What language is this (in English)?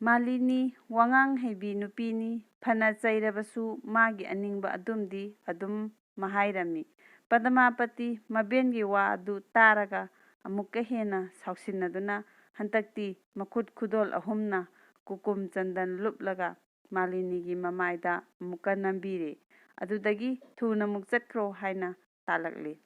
Manipuri